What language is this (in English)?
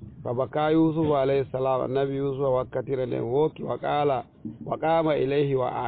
Fula